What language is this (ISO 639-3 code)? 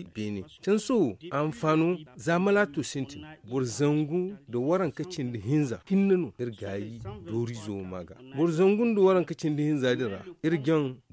dje